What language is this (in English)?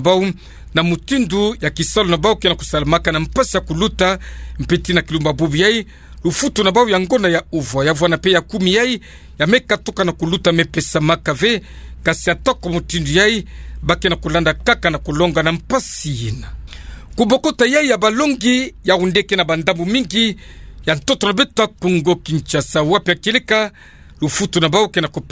Kituba (Democratic Republic of Congo)